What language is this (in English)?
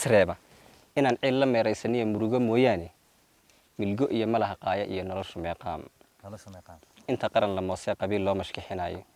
Somali